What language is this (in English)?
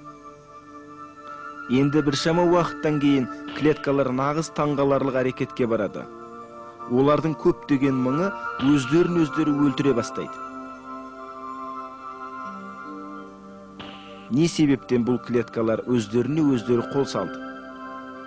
Kazakh